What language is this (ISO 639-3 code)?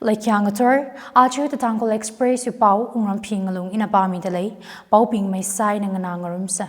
nmf